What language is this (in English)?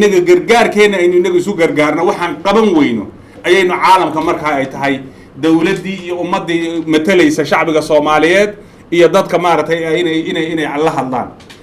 Somali